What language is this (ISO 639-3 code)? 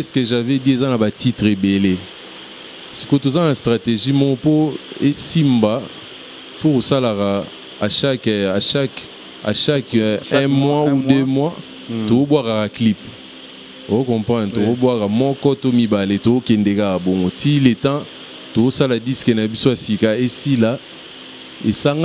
lin